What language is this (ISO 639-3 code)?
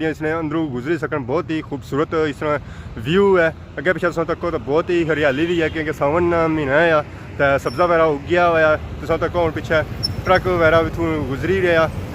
phr